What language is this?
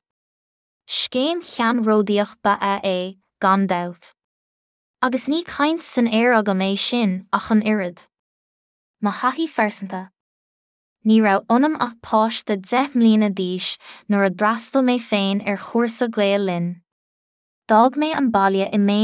Irish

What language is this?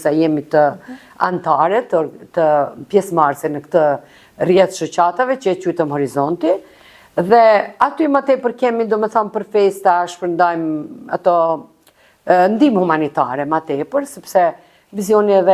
Albanian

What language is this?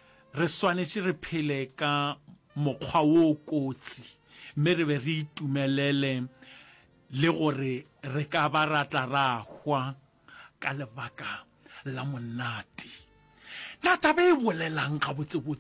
Northern Sotho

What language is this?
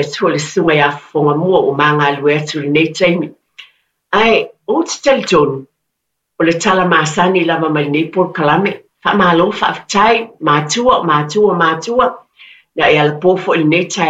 Samoan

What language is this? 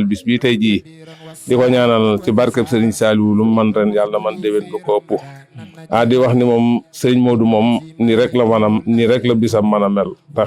Wolof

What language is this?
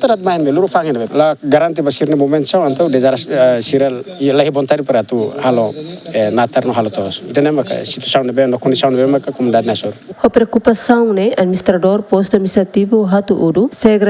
Tetum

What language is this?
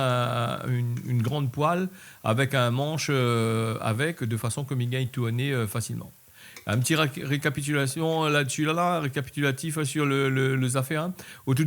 Réunion Creole French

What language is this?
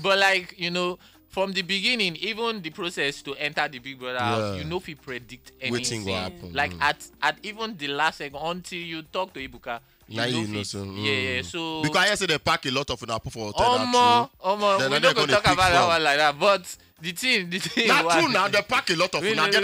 Nigerian Pidgin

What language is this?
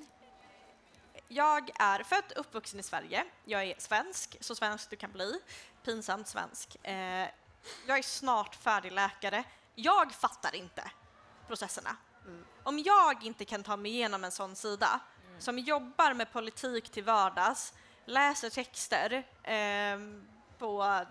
Swedish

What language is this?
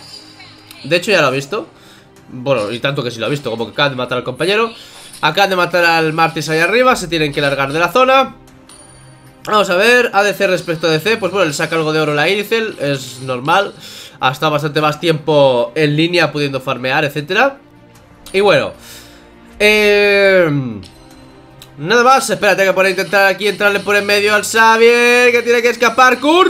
Spanish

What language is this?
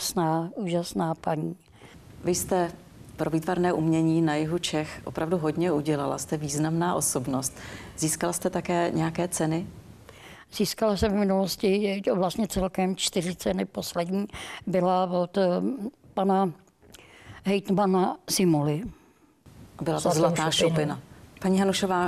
Czech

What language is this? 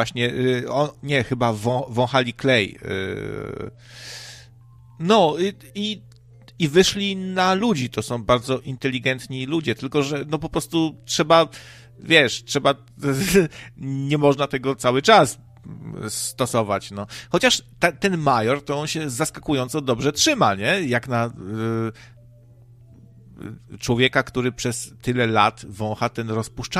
Polish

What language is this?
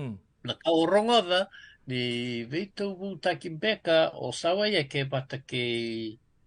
Fijian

